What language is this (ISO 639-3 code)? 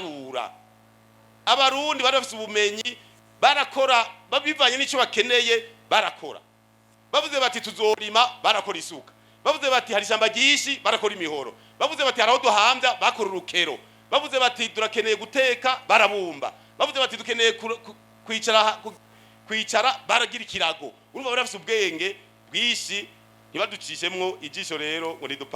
run